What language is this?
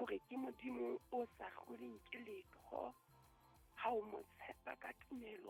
Southern Sotho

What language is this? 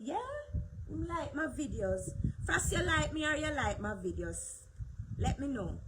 Jamaican Creole English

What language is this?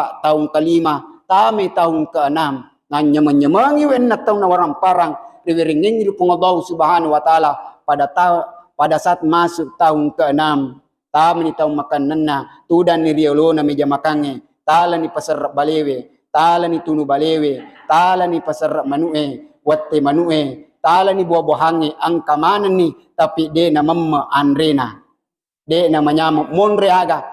Buginese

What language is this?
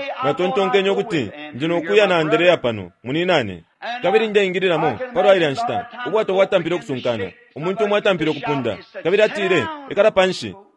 Bemba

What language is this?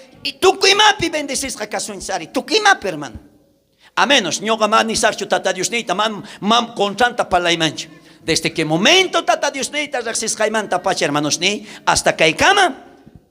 South Bolivian Quechua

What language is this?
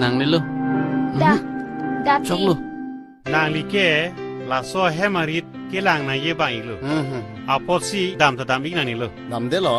Karbi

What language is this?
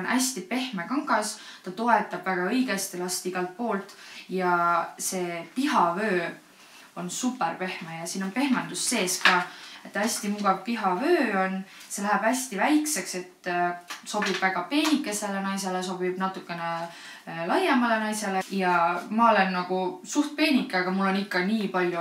Estonian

